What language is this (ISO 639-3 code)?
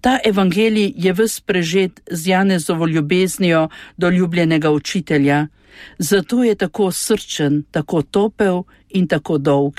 slv